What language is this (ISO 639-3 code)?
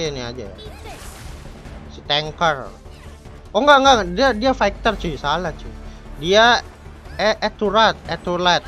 ind